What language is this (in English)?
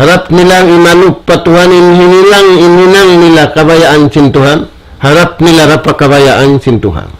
Tausug